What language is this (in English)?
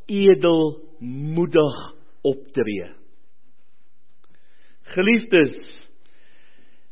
Afrikaans